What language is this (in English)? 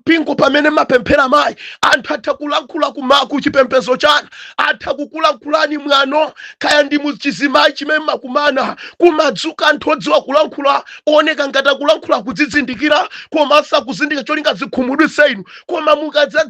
Nyanja